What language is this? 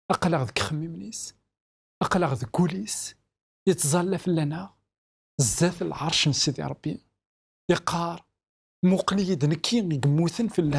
Kabyle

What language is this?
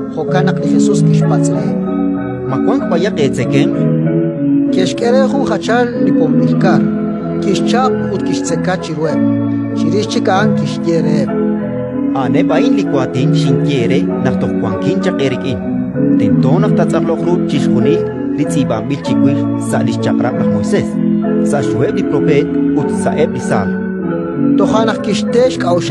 Kekchí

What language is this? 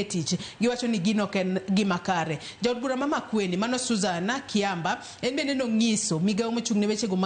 Luo (Kenya and Tanzania)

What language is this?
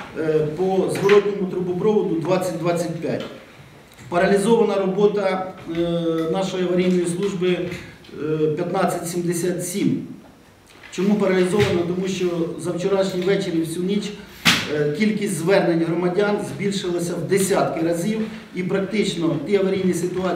Ukrainian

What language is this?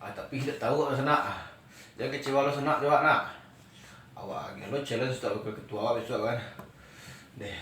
Minangkabau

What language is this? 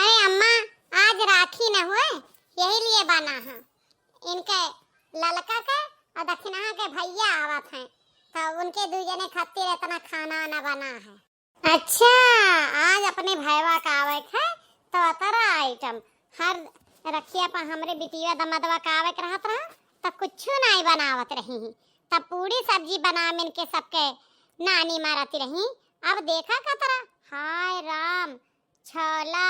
Awadhi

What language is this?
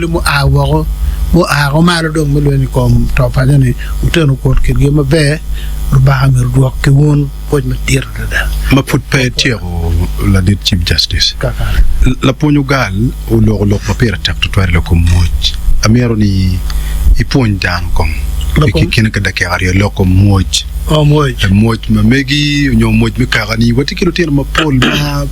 Acoli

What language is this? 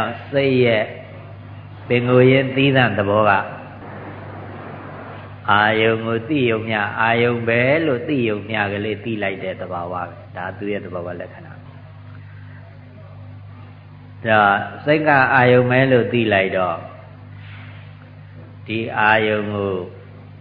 Burmese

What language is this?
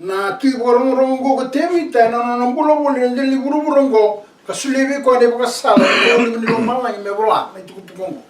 Fijian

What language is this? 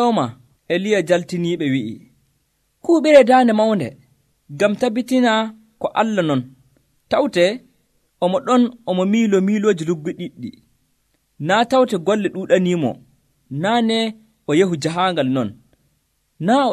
Nigerian Fulfulde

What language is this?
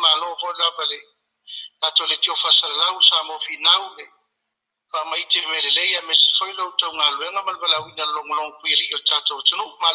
Samoan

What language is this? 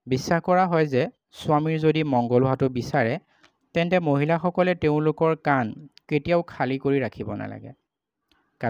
Assamese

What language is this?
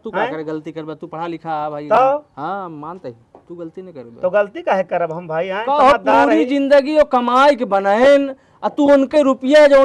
Awadhi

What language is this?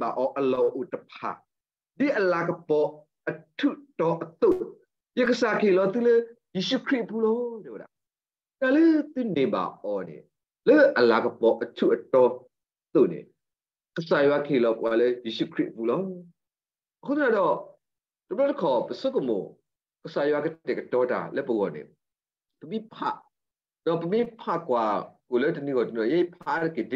S'gaw Karen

